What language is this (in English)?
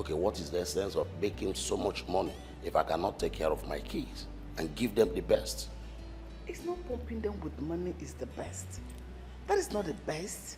Nigerian Pidgin